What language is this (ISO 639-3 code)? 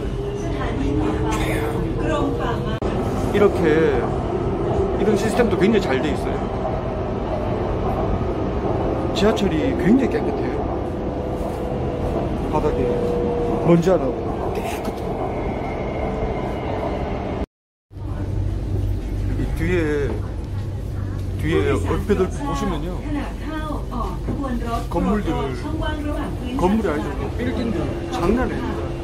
kor